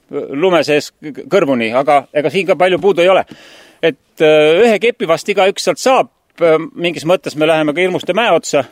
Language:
Estonian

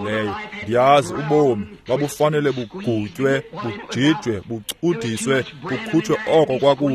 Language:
Xhosa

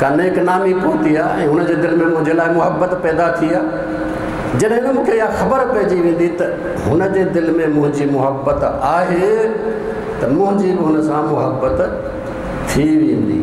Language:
Sindhi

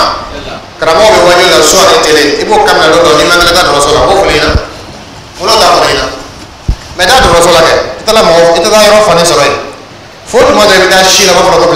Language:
Dyula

